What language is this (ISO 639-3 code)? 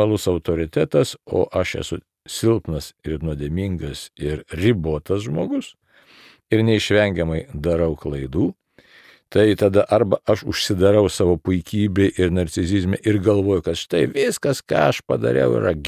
lit